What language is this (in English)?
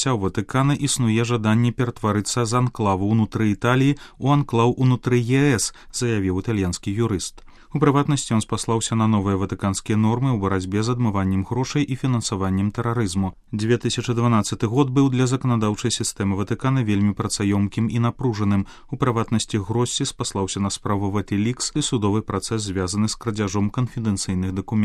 Belarusian